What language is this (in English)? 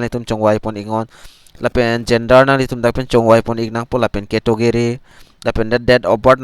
Karbi